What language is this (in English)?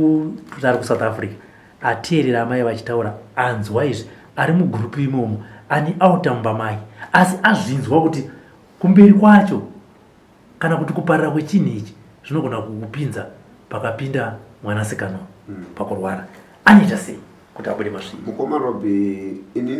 Shona